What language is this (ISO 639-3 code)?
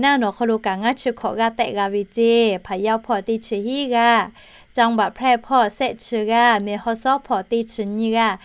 lhu